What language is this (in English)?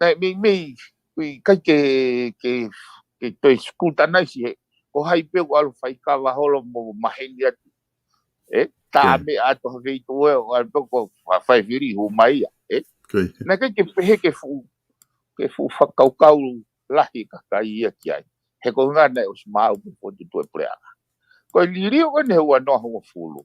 Tongan